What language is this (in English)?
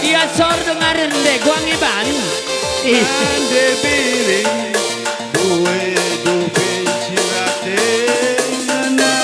Batak Karo